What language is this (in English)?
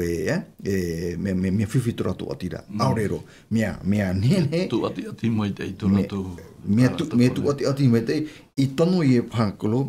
Tahitian